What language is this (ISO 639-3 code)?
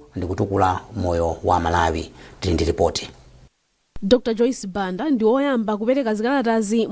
nya